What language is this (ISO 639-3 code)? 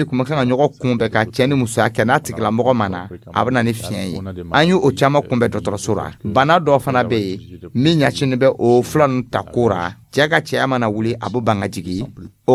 dyu